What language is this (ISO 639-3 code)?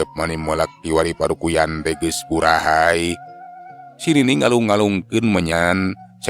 sun